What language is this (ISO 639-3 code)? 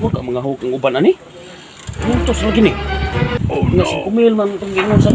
ceb